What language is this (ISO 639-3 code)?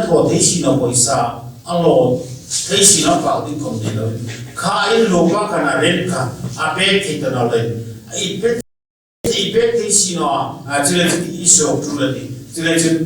hmr